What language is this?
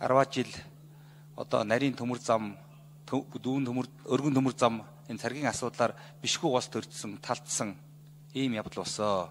Mongolian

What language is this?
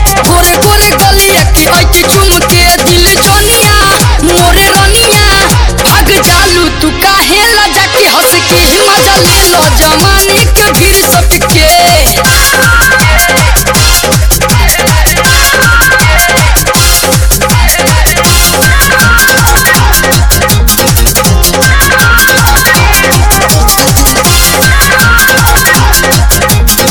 Bhojpuri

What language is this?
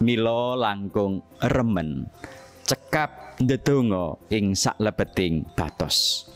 Javanese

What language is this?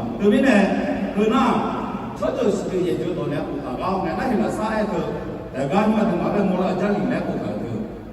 Akha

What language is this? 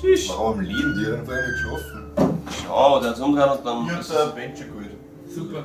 Bavarian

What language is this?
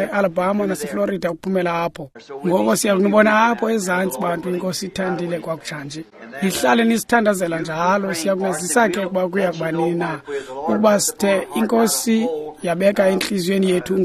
Xhosa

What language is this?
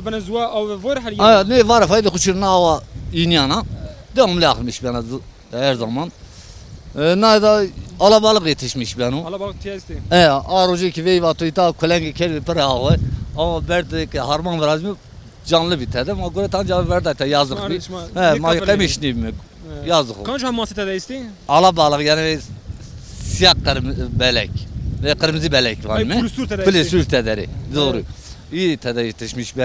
Zaza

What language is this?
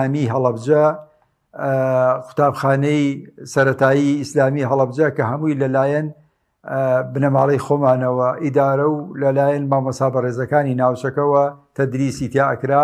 Central Kurdish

